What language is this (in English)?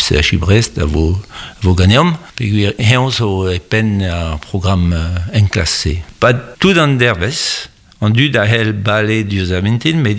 Breton